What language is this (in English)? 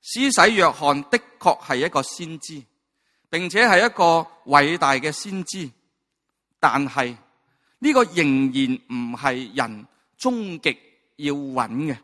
Cantonese